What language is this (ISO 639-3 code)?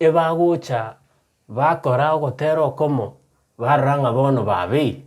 guz